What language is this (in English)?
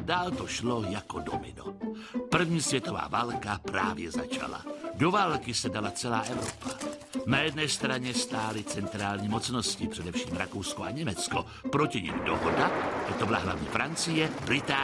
Czech